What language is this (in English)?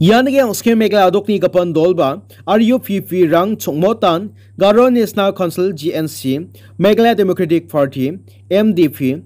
Garo